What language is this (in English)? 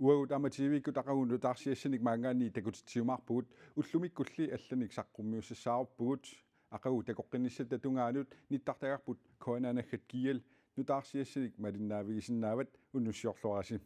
Kalaallisut